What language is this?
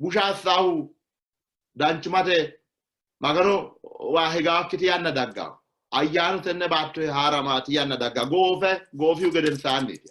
Sidamo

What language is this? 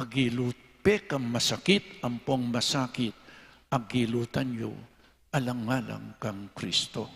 Pampanga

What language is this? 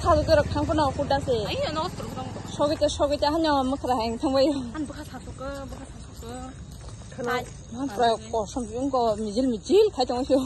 Kok Borok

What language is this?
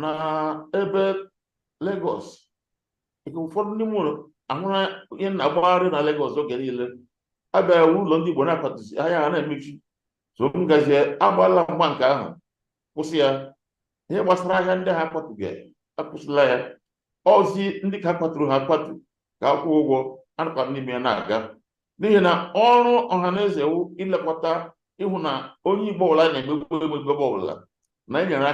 Igbo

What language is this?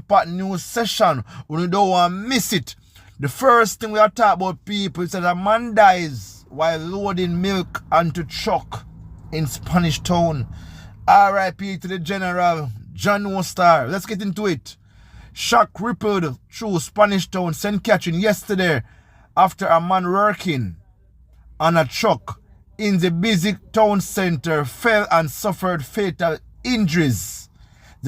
Jamaican Creole English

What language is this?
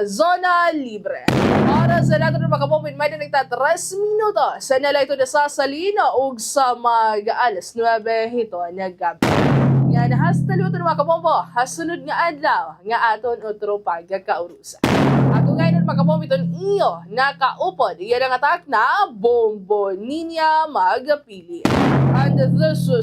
Waray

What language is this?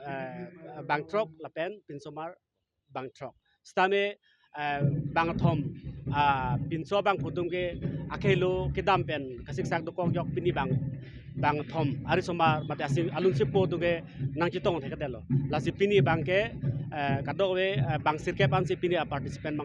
Karbi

